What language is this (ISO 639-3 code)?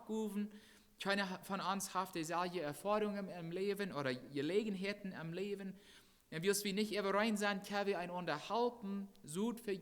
pdt